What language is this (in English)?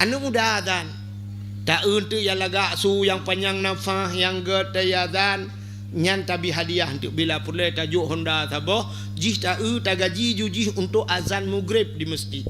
Achinese